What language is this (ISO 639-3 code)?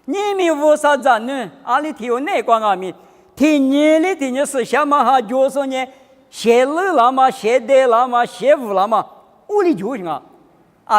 lis